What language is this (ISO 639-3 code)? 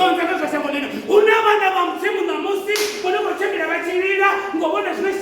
ven